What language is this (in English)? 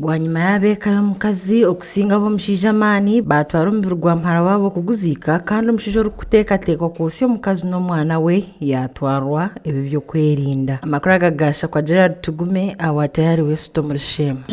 Nyankole